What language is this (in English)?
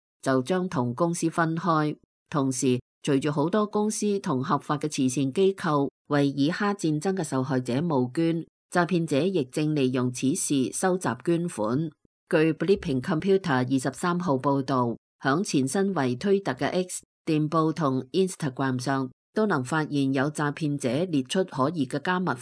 Cantonese